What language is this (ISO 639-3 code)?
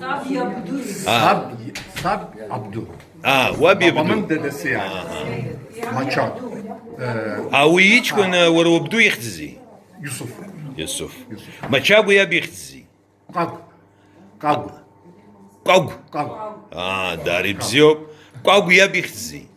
abk